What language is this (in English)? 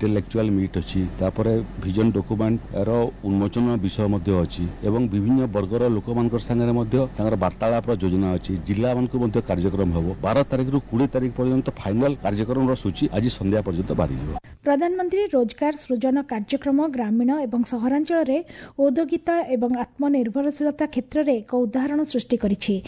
Odia